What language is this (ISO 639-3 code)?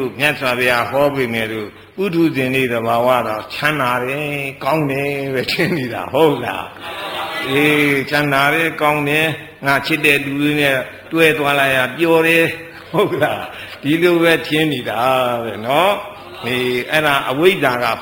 mya